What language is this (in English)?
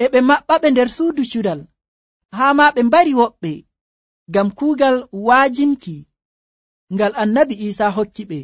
Nigerian Fulfulde